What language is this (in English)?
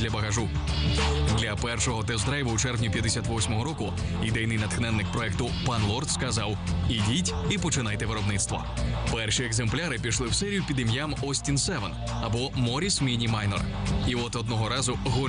Ukrainian